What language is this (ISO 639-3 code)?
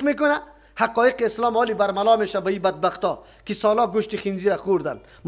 fas